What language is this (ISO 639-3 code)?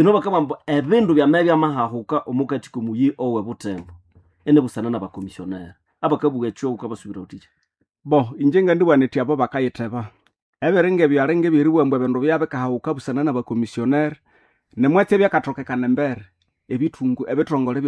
nnb